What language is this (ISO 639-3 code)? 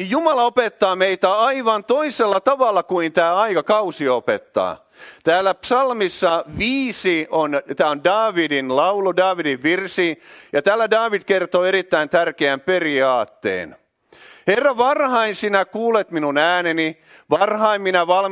fin